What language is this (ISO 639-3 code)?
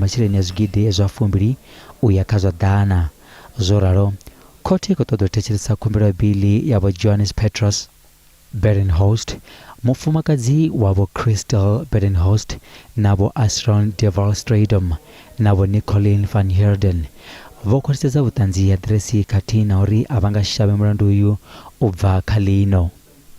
ven